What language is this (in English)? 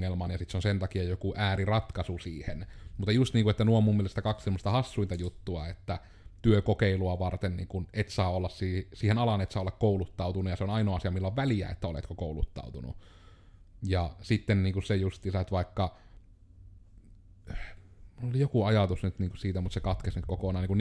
Finnish